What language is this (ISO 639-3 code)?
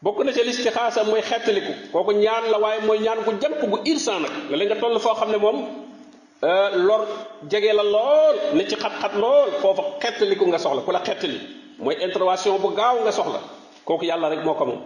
wol